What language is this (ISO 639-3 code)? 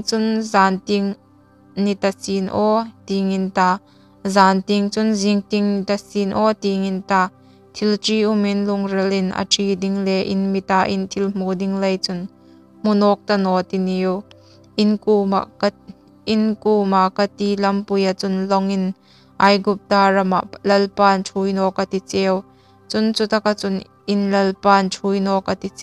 hmr